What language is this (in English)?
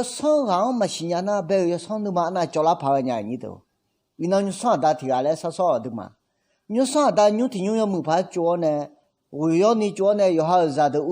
Akha